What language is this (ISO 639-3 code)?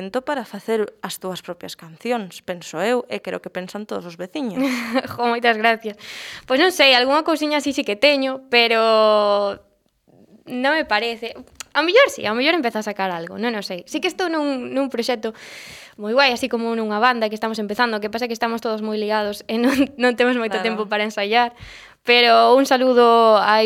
glg